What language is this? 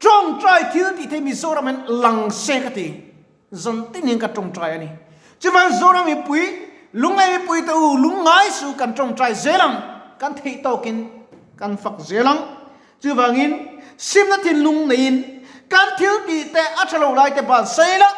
Mizo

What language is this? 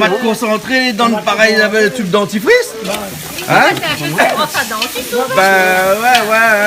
Réunion Creole French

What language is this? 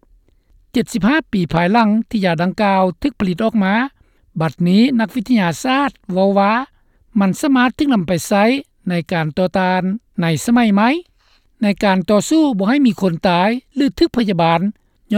Lao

